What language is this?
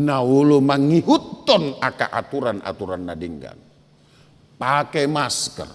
Batak Toba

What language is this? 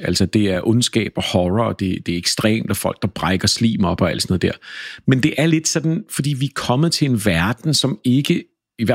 Danish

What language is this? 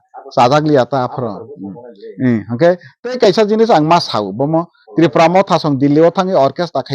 Kok Borok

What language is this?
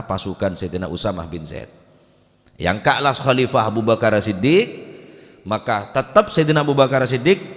Madurese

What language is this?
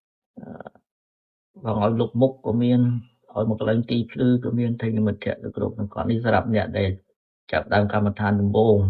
Khmer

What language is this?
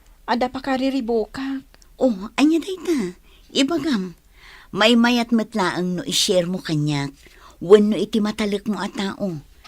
Iloko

